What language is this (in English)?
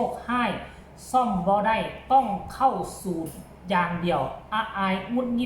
Northeastern Thai